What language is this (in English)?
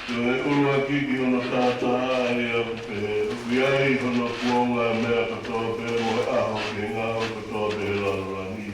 Tongan